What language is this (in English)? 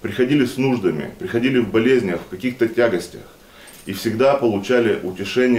Russian